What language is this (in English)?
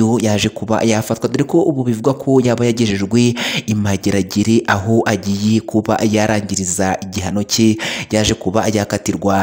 Kinyarwanda